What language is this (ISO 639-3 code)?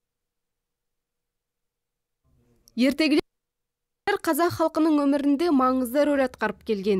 kaz